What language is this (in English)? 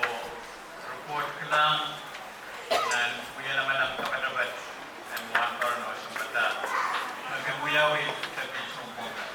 Pohnpeian